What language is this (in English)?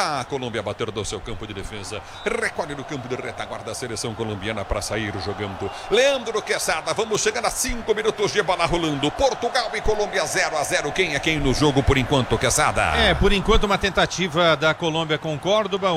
Portuguese